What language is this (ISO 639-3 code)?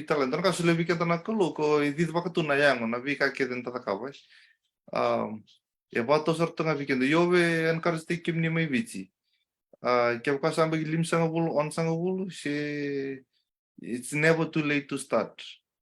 fij